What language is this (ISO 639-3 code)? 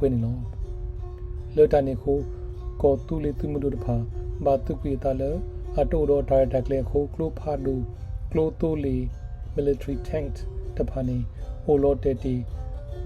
ksw